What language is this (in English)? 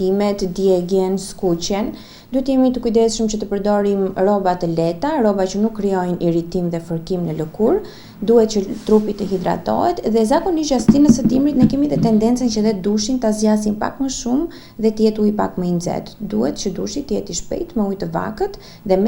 Albanian